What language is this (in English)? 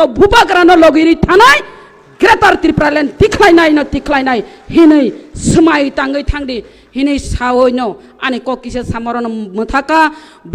Kok Borok